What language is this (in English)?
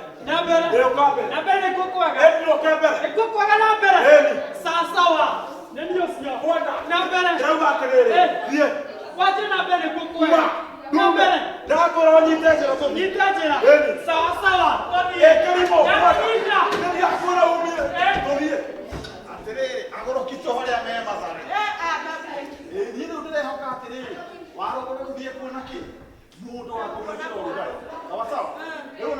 Kikuyu